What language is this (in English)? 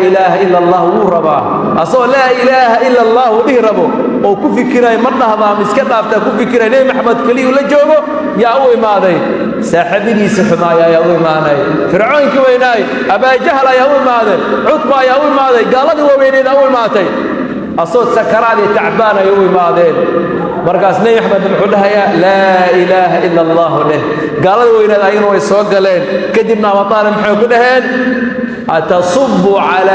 Somali